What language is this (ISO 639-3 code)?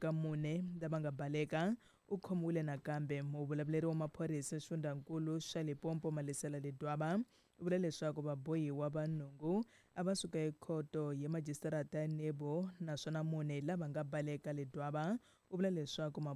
tso